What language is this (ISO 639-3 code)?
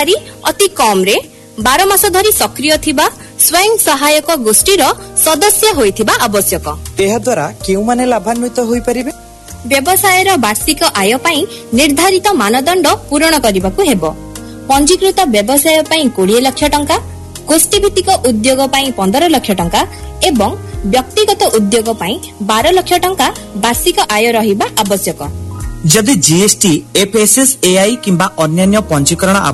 ori